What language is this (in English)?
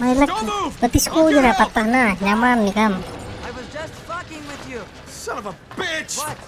Banjar